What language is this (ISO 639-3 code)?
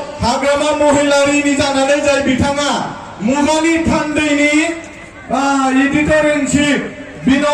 brx